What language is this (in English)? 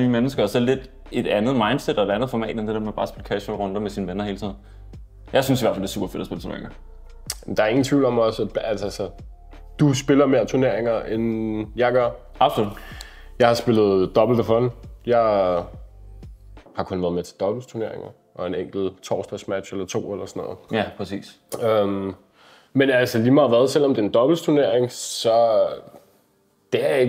Danish